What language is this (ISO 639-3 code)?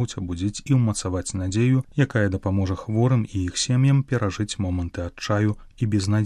bel